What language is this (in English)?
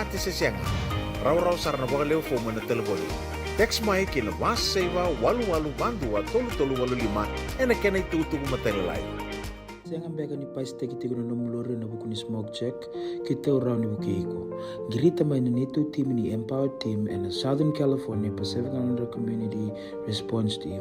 Fijian